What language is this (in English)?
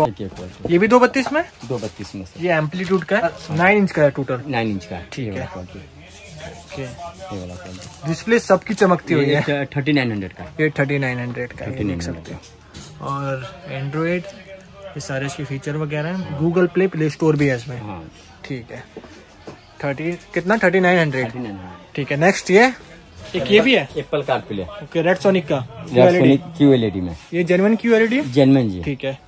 Hindi